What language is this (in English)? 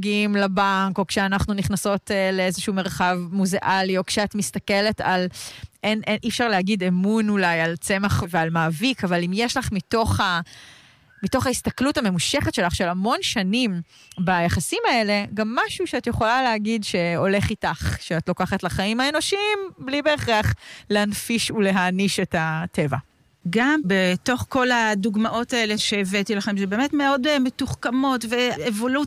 Hebrew